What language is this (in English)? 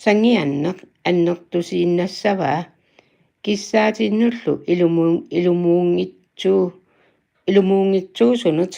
Kalaallisut